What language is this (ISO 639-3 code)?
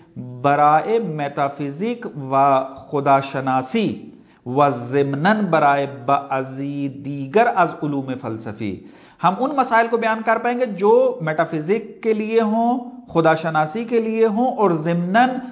urd